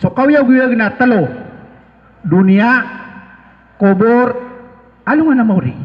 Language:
Maranao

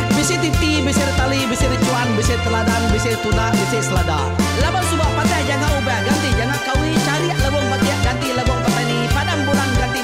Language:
Iban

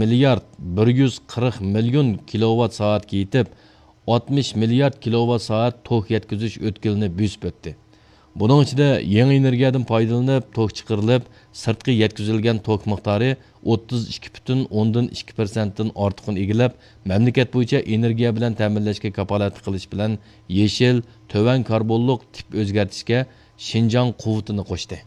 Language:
Uyghur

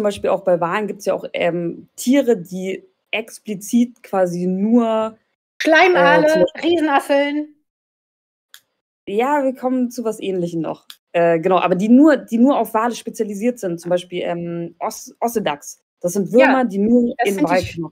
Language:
German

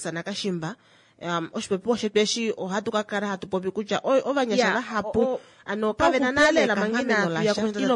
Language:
Kuanyama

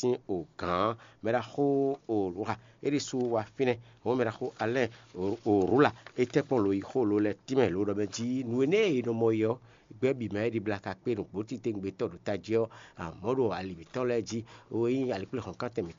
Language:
Fon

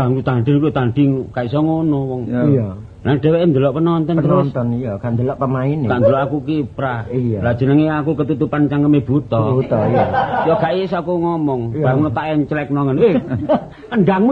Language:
Javanese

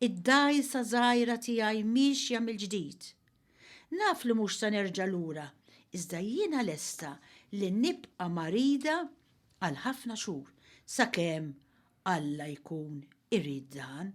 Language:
Maltese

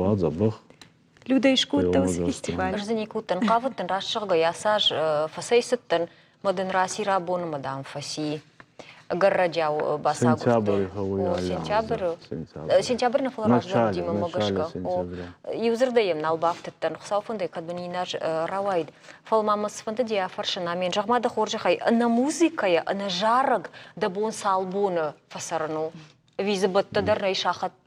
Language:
Ossetic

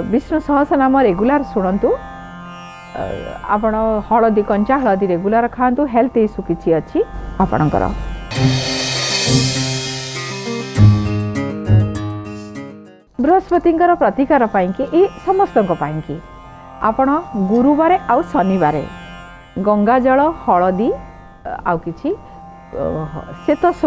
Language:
Odia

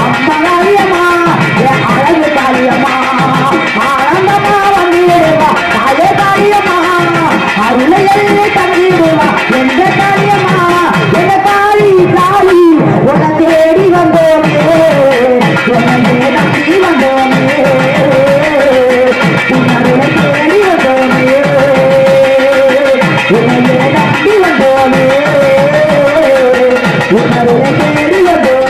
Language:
Tamil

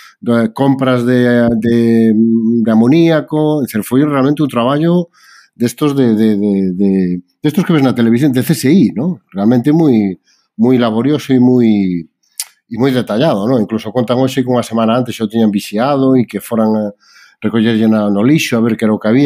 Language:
Galician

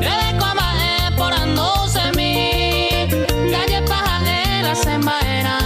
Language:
Guarani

